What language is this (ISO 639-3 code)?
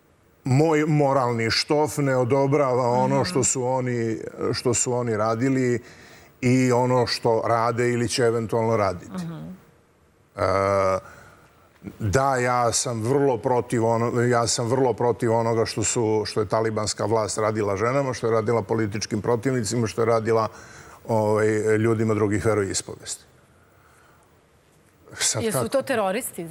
srp